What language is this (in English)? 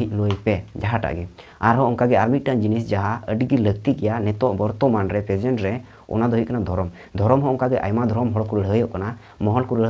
Santali